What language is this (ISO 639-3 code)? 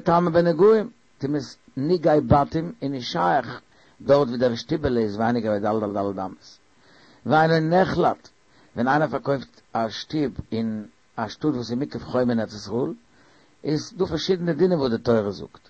yid